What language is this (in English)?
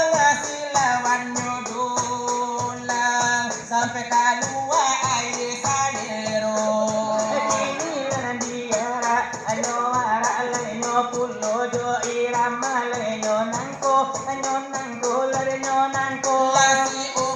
Minangkabau